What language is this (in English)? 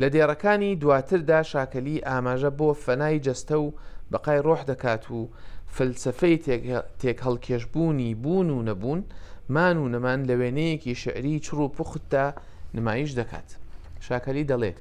Central Kurdish